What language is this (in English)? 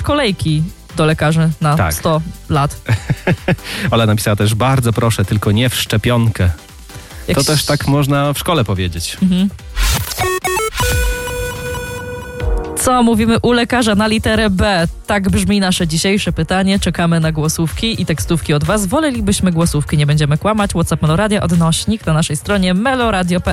Polish